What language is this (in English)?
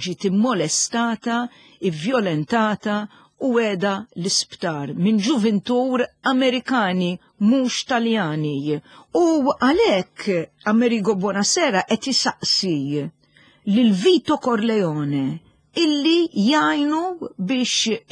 Maltese